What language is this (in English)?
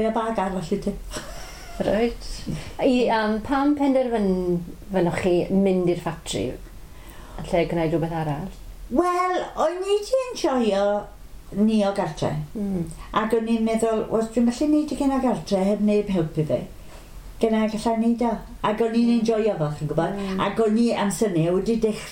Welsh